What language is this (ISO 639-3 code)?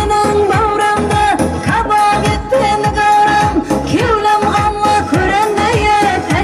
kaa